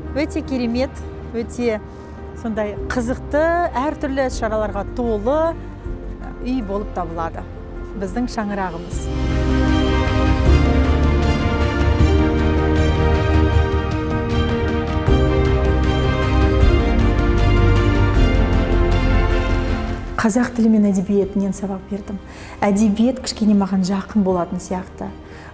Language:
Kazakh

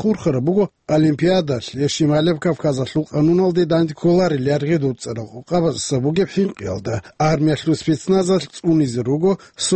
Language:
Avaric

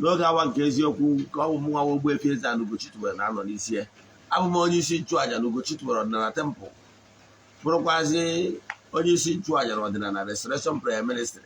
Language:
Igbo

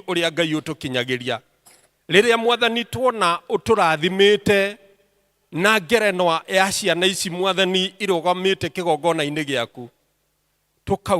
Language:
Kikuyu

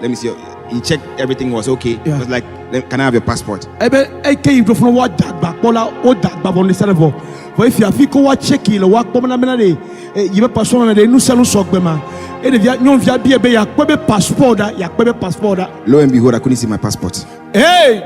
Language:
Ewe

